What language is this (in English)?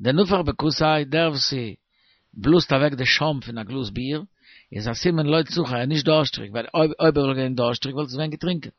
Yiddish